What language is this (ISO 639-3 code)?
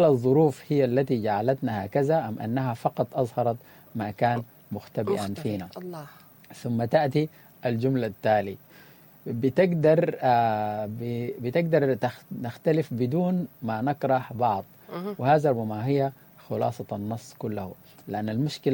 apd